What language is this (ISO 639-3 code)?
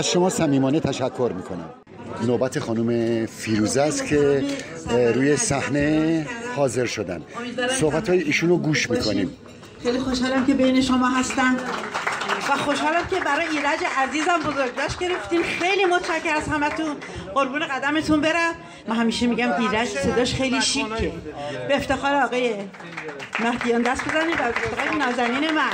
fas